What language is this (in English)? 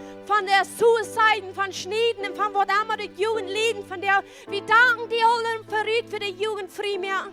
Plautdietsch